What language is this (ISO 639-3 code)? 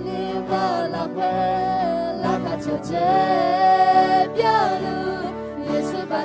ahk